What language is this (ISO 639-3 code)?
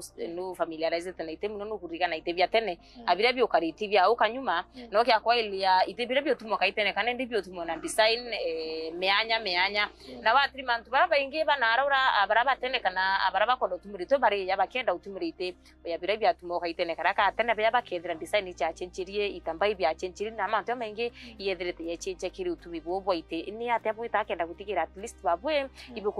mer